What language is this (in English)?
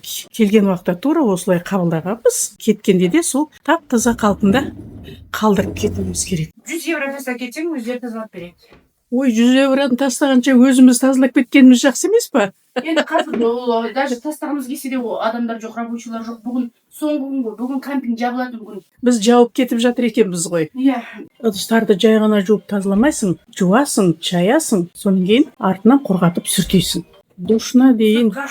Kazakh